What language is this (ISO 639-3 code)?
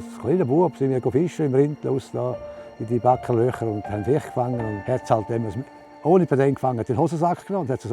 gsw